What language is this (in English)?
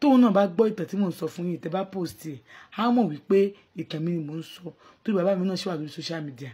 Yoruba